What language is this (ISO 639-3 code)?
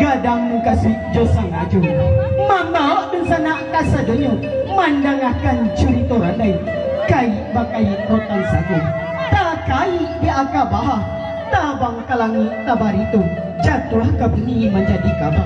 min